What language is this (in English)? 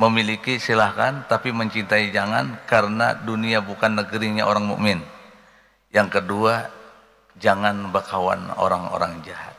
Banjar